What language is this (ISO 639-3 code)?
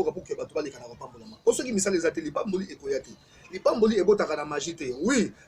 lin